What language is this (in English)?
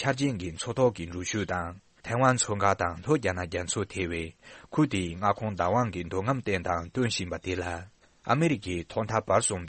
Tibetan